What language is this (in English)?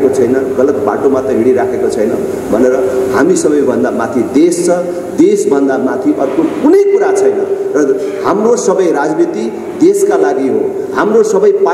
Nepali